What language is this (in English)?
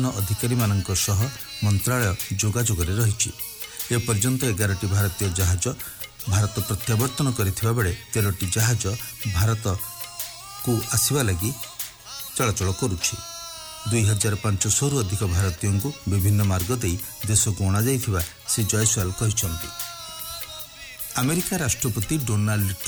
Odia